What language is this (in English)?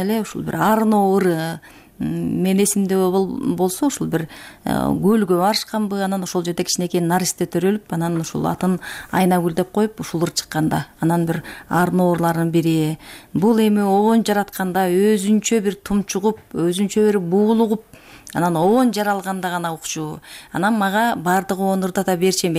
Kyrgyz